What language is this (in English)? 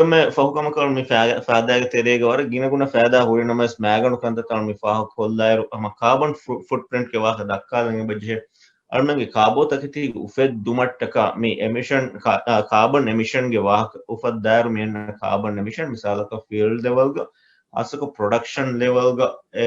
Divehi